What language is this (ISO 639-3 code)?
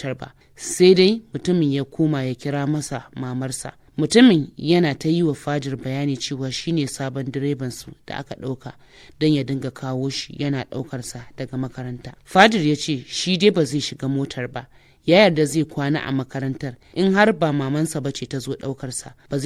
hau